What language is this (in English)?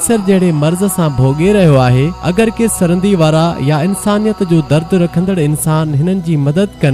Sindhi